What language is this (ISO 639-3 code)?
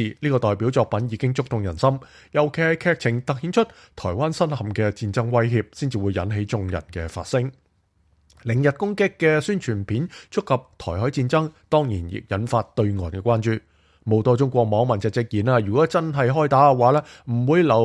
yue